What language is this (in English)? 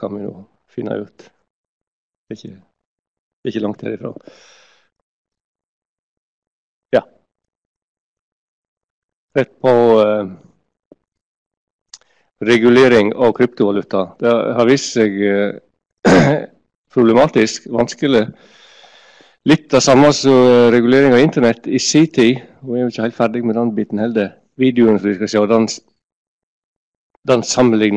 Norwegian